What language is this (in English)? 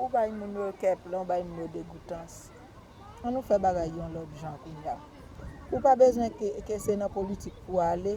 Haitian Creole